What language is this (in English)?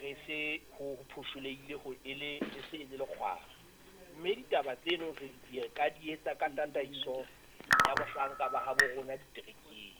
Southern Sotho